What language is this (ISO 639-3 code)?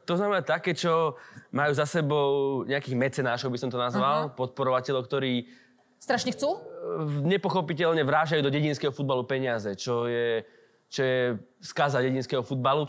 slk